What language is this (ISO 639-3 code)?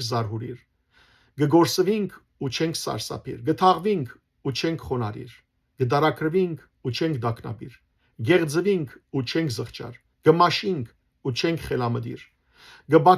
hyw